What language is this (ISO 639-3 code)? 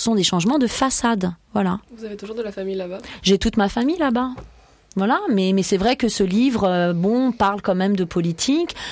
fra